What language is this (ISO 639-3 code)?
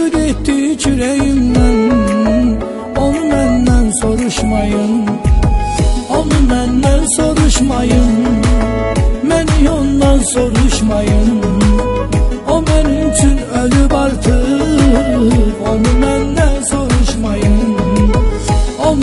tur